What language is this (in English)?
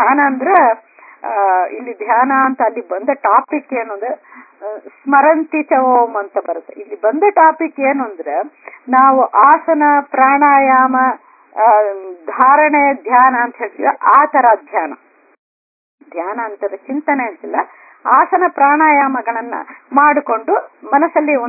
Kannada